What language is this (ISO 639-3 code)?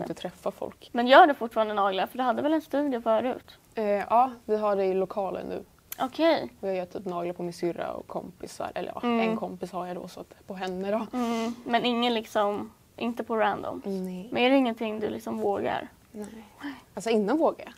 swe